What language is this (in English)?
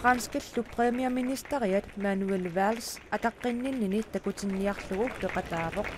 Kalaallisut